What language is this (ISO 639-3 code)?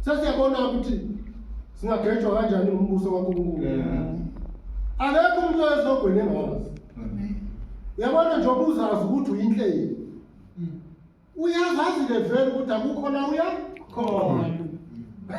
zul